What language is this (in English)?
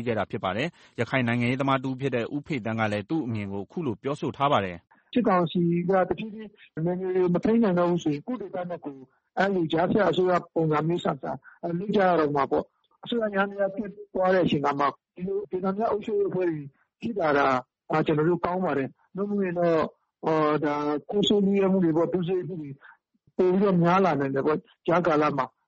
Burmese